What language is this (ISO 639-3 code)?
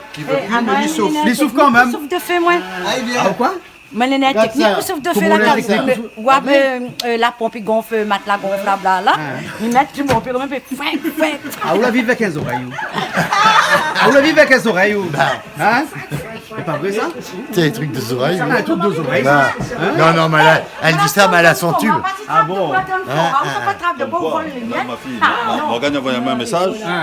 rcf